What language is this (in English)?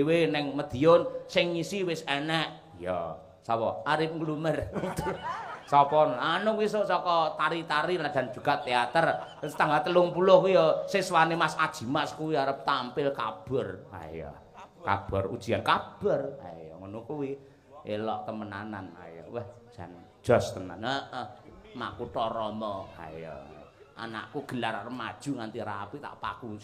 Javanese